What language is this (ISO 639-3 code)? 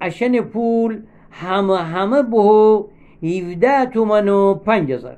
glk